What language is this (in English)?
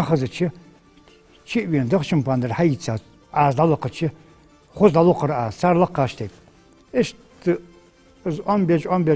Ingush